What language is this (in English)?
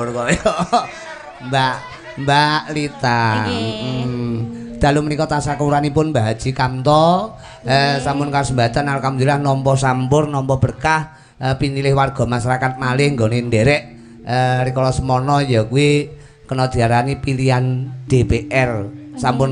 Javanese